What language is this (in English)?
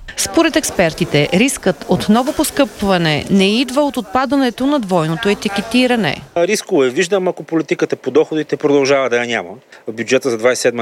Bulgarian